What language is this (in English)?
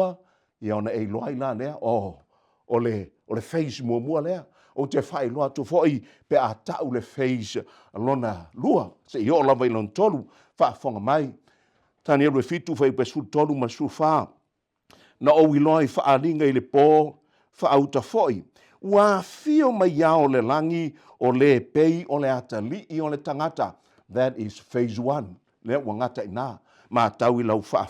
Samoan